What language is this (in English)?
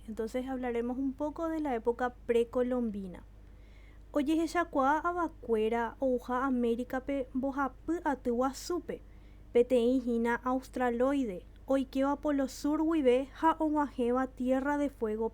Guarani